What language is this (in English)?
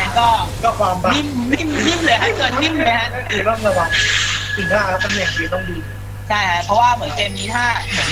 Thai